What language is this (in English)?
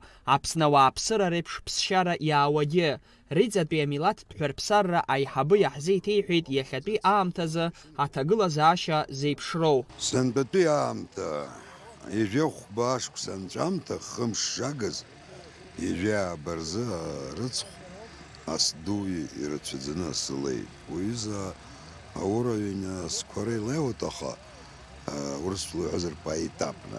Abkhazian